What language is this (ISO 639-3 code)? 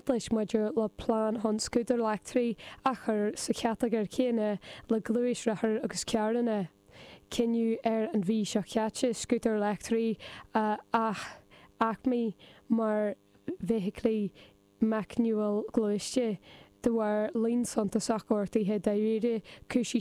gle